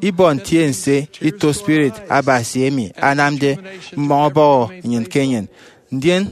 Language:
Efik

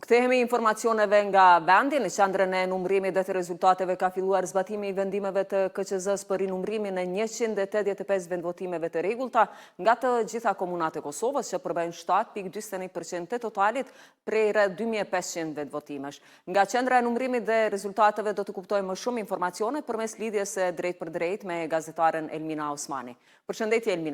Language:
Albanian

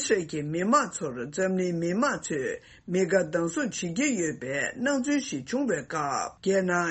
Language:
Tibetan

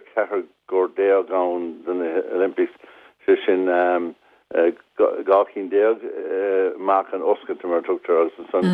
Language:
Irish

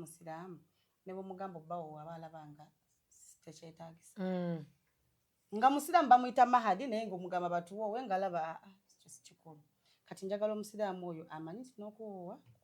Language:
Ganda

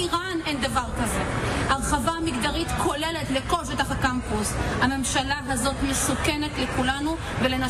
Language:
Hebrew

